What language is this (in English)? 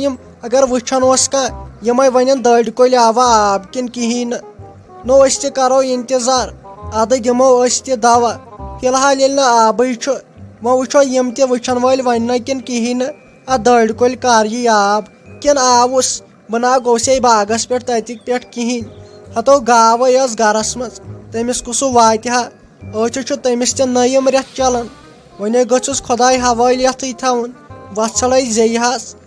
Kashmiri